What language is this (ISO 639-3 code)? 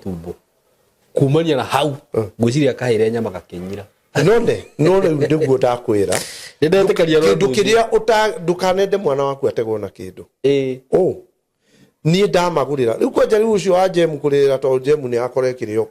kik